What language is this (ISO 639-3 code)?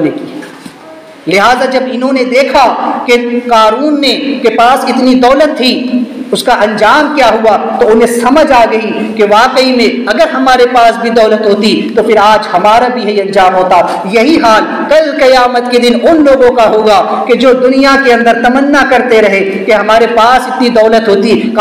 urd